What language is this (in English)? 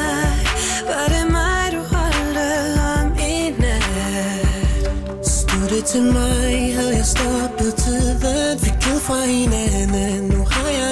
Danish